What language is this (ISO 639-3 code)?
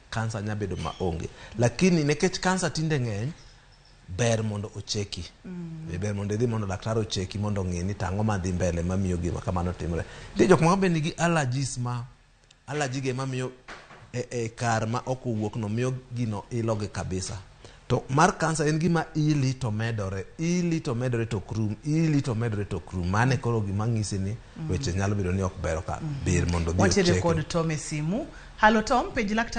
luo